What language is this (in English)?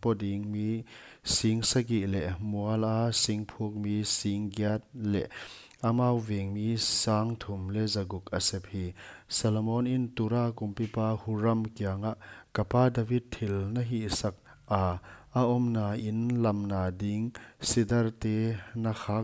Paite Chin